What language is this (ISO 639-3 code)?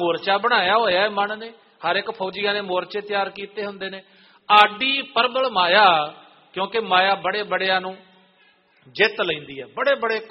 pan